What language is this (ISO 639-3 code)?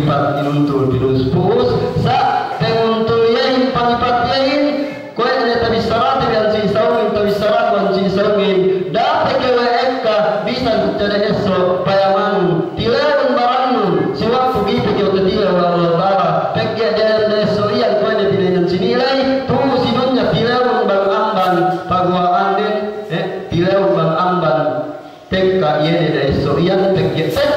yka